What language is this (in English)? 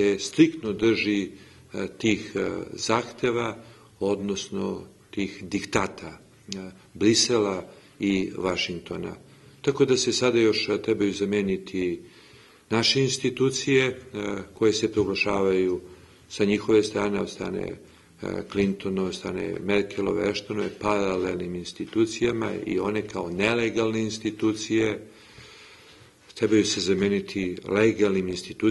Serbian